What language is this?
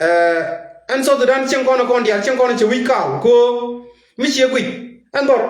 Nuer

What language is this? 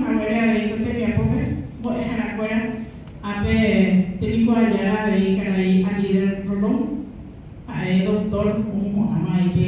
Guarani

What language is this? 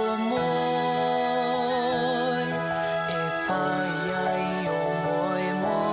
Māori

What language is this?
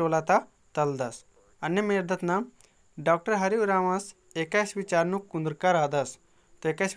Kurukh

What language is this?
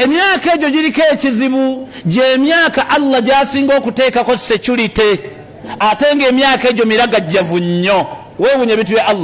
Ganda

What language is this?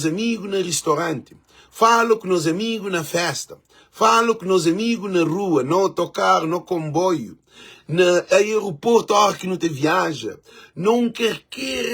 Kabuverdianu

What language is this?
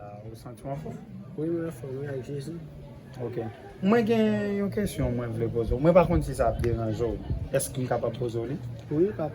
Haitian Creole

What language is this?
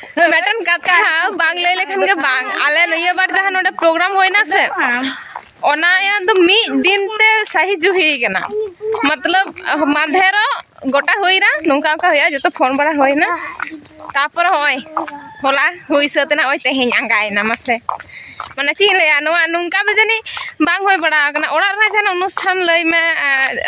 Santali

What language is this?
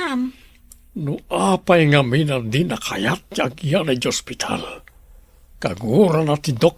Iloko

